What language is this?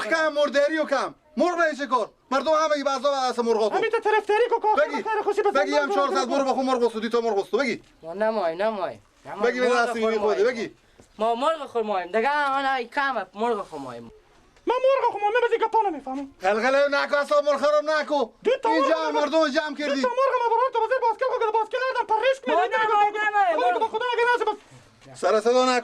Persian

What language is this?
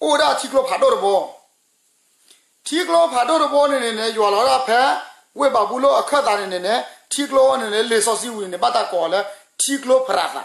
S'gaw Karen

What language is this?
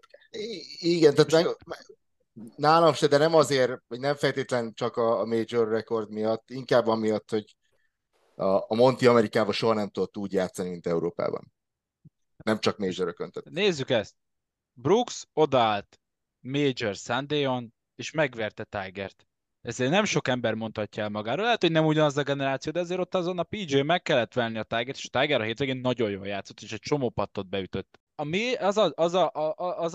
Hungarian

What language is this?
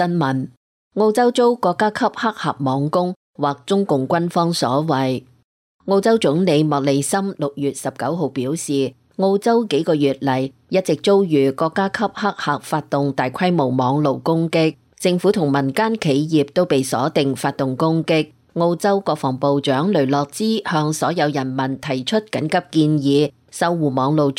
Cantonese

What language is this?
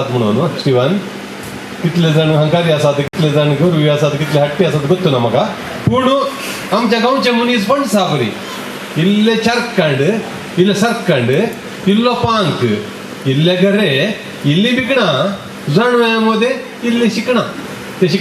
Konkani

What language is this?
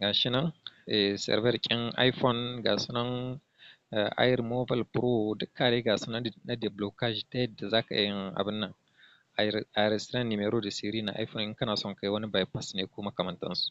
Hausa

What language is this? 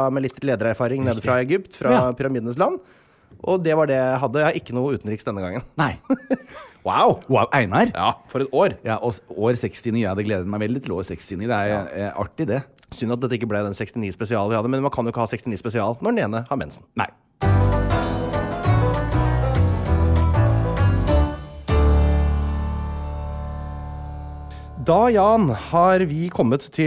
Norwegian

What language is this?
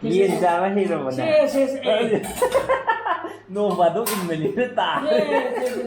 Manipuri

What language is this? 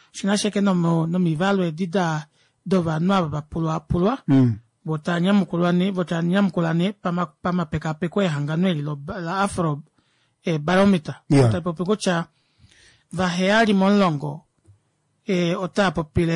Kuanyama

